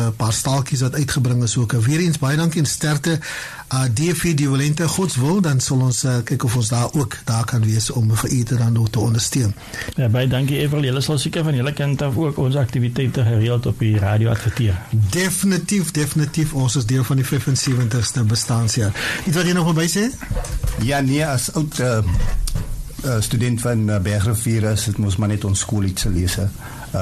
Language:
Afrikaans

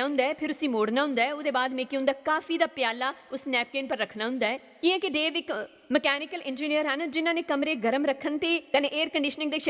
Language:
Dogri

